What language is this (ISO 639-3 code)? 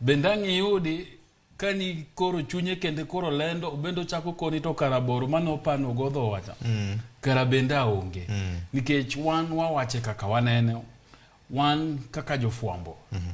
luo